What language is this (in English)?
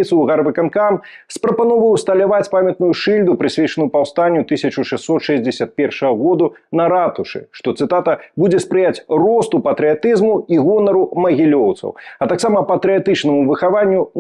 Belarusian